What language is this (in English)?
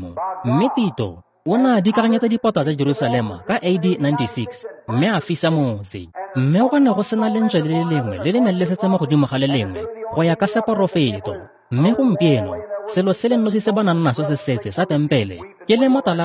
Tswana